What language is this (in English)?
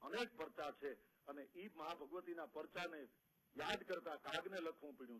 Gujarati